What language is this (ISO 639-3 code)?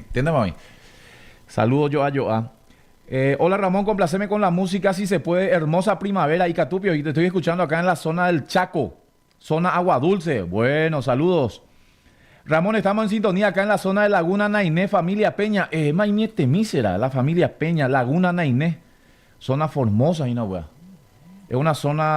grn